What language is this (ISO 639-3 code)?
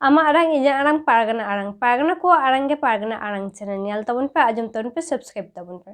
sat